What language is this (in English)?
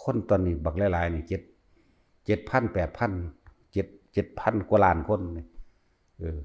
Lao